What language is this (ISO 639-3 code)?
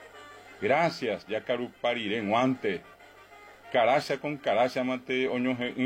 grn